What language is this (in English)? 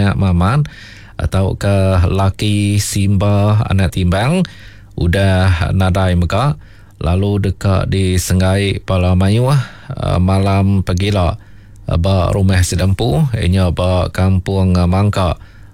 Iban